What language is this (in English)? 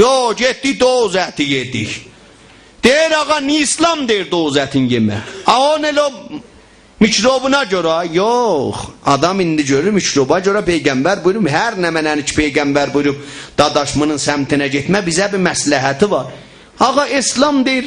South Azerbaijani